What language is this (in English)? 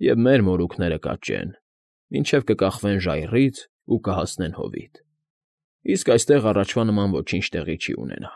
Armenian